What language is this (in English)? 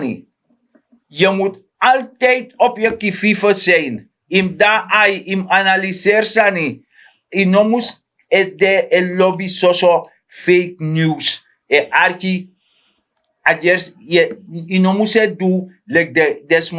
Sranan Tongo